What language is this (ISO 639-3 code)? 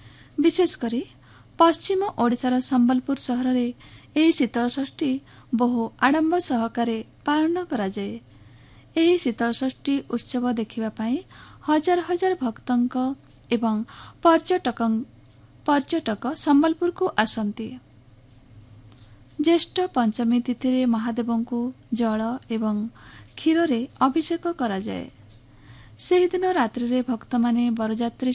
ori